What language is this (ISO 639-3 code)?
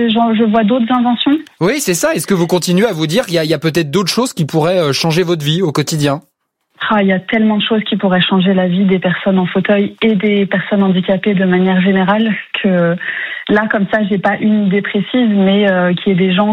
fra